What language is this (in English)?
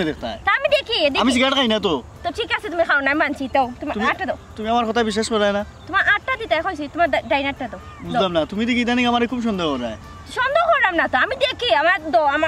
Sylheti